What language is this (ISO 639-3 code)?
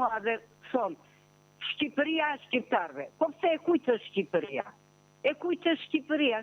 sqi